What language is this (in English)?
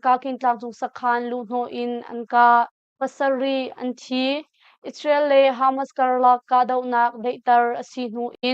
Hakha Chin